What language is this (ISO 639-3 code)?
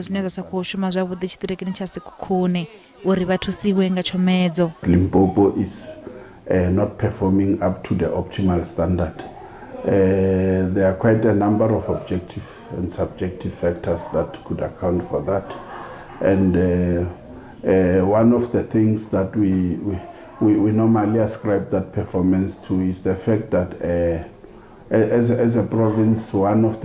ven